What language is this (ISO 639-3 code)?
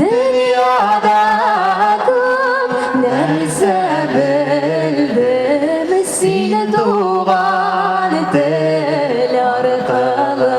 tat